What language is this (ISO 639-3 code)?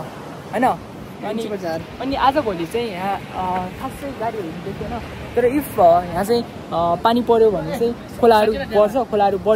nep